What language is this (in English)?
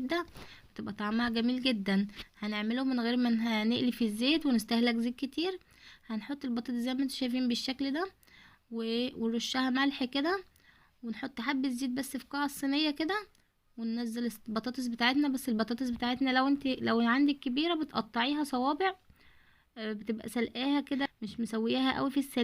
Egyptian Arabic